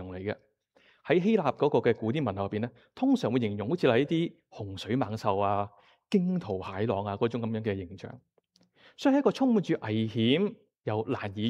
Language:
Cantonese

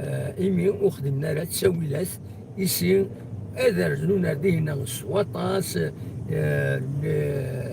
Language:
Kabyle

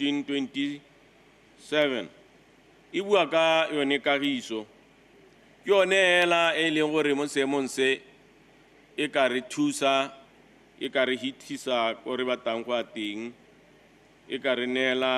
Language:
Tswana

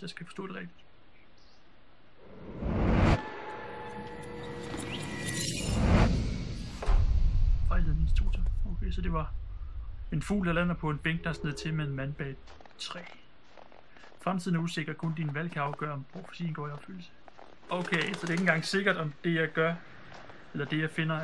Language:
Danish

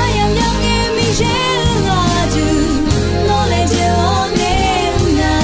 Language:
Akha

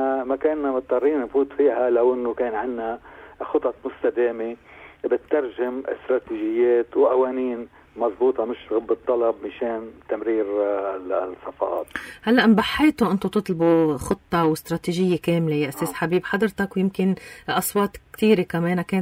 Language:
North Levantine Arabic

